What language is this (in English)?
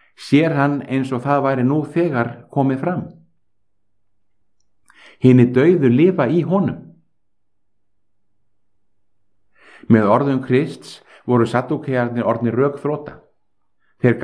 Icelandic